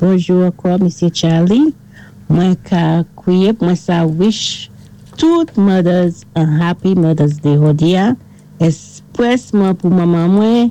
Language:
Saint Lucian Creole French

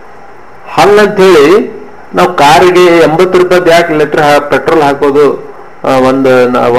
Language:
Kannada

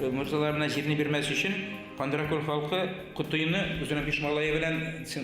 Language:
Bashkir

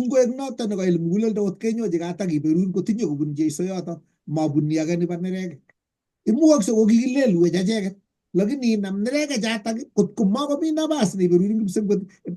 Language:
Kalenjin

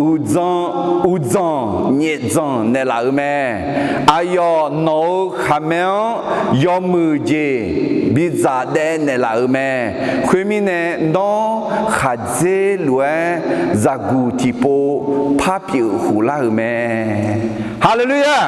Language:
Akha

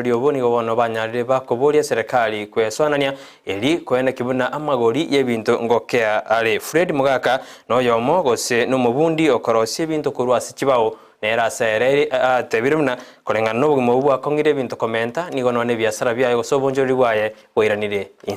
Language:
Gusii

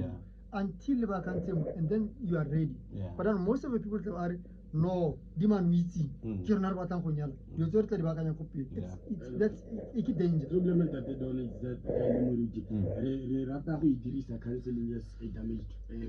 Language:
Tswana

